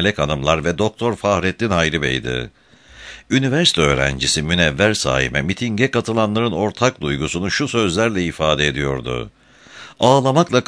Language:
Turkish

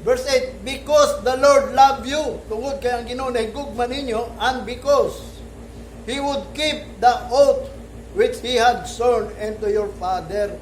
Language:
Cebuano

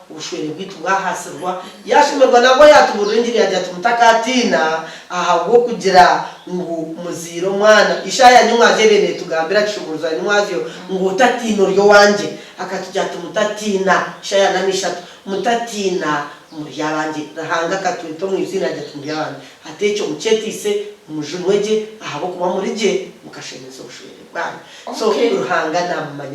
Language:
Nyankole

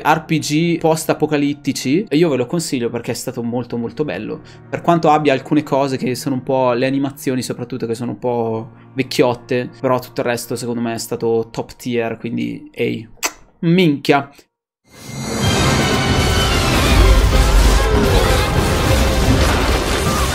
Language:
Italian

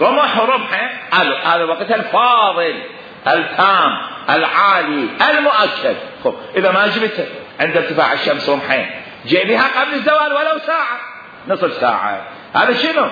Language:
Mesopotamian Arabic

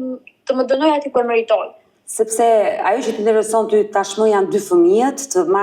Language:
Albanian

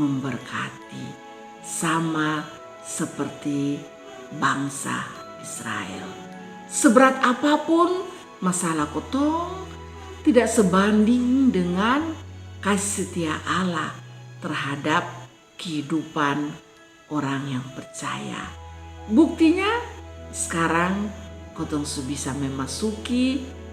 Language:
Kupang Malay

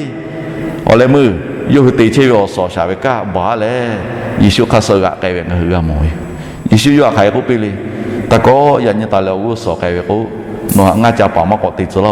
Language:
Lahu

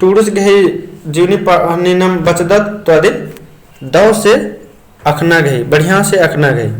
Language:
Kurukh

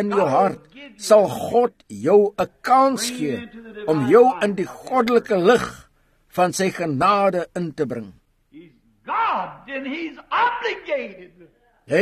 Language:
Afrikaans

